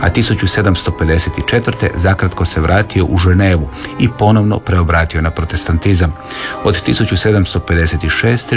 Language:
Croatian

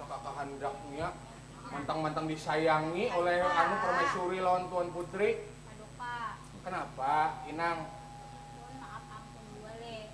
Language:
Banjar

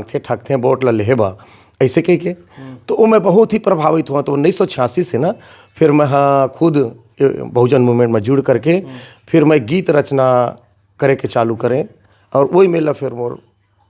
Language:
Chhattisgarhi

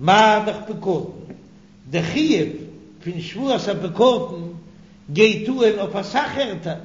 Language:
Yiddish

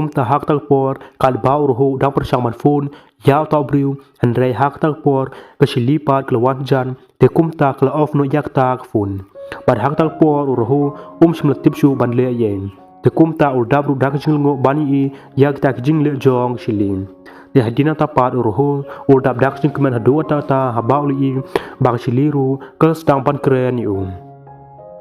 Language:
Khasi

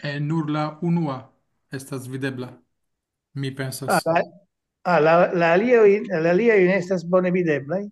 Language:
Esperanto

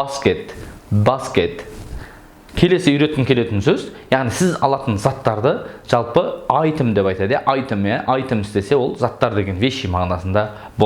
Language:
Kazakh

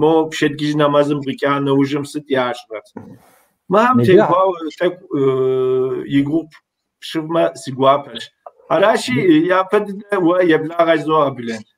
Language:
Kabardian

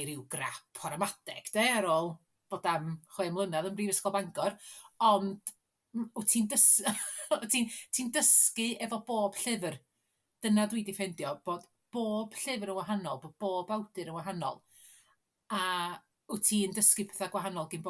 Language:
Welsh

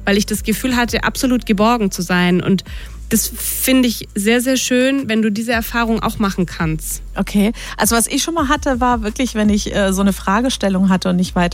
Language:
German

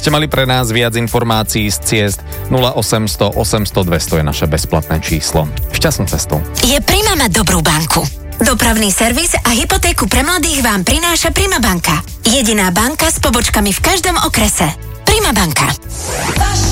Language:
Slovak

